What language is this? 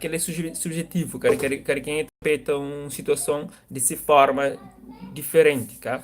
Kabuverdianu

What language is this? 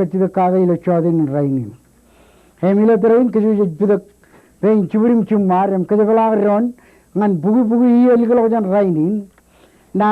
Marshallese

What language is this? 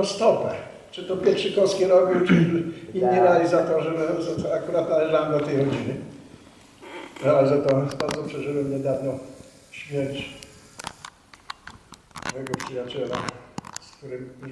Polish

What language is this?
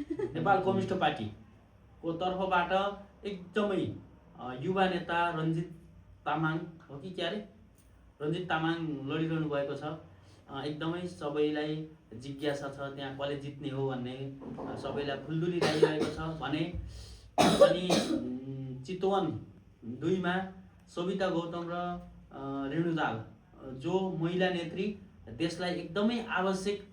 Nepali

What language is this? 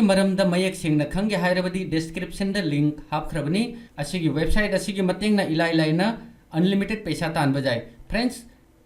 Manipuri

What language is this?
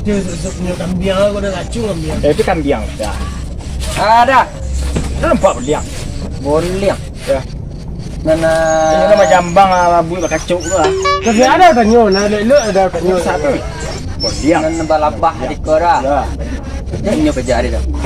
Minangkabau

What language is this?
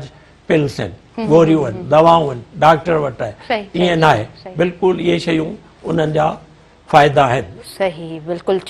Sindhi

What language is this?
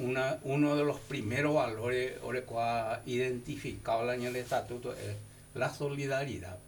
Guarani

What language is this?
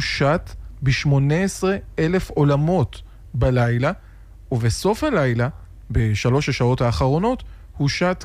Hebrew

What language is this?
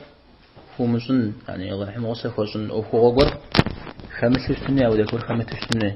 Kabardian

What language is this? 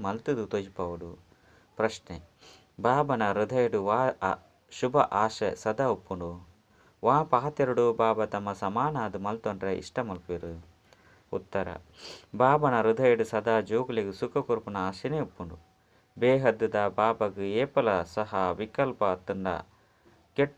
Tulu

